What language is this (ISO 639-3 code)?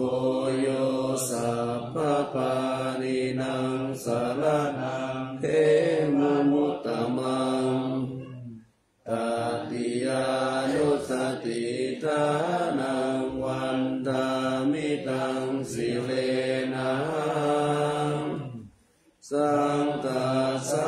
pli